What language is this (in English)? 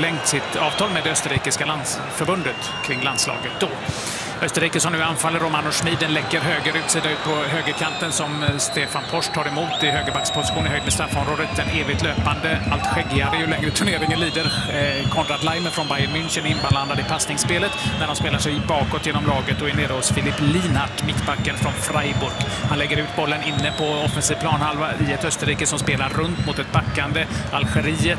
Swedish